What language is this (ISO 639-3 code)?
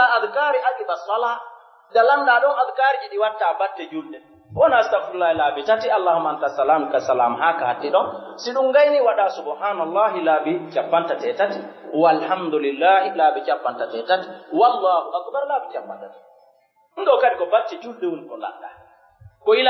ful